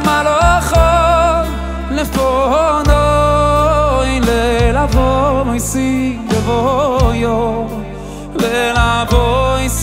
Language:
Hebrew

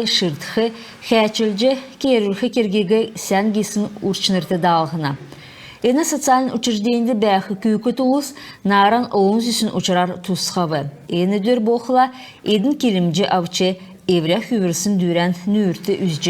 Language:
Kalmyk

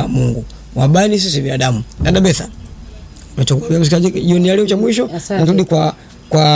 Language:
Swahili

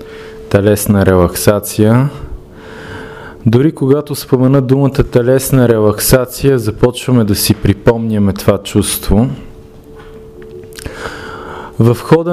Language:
Bulgarian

